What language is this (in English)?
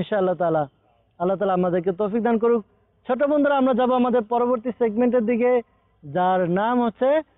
Bangla